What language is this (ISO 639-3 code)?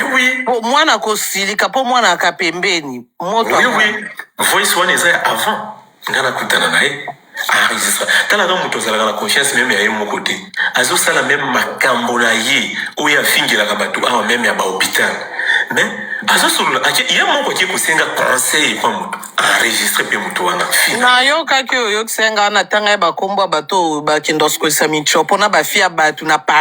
lin